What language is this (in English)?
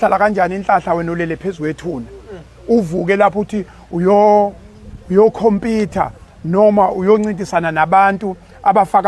Zulu